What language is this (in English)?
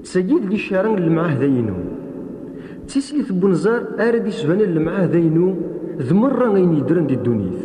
Kabyle